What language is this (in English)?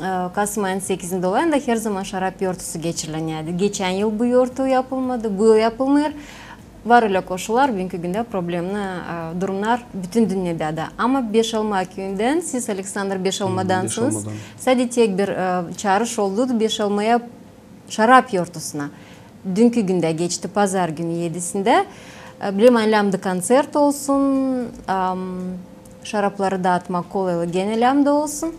Gagauz